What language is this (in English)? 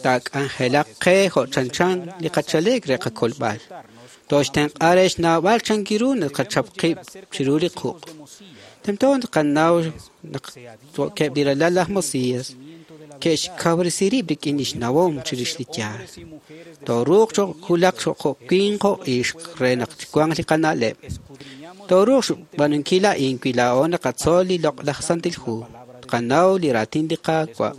Kekchí